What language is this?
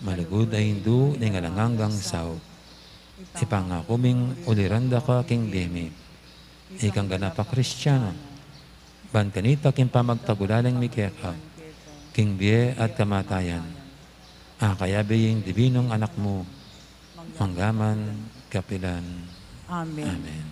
Pampanga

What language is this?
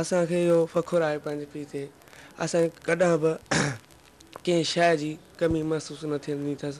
Sindhi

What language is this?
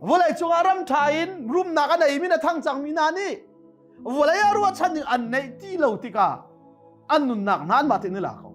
Hakha Chin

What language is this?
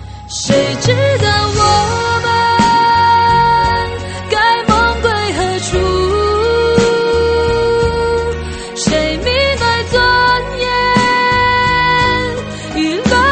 Chinese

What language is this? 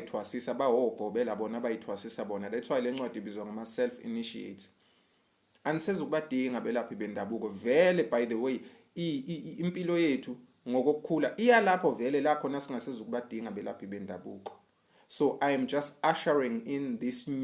Zulu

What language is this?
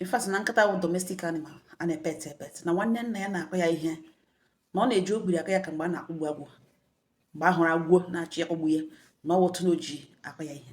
Igbo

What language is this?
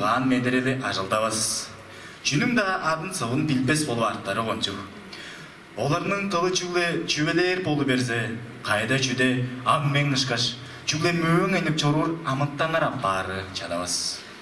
Tuvinian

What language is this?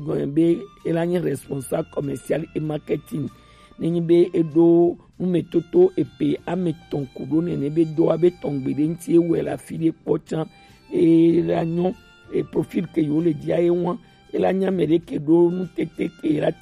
Gen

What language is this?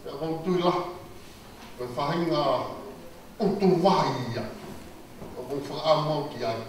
Tongan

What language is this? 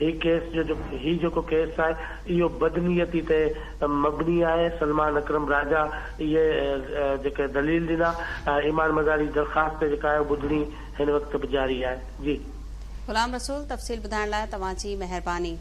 Sindhi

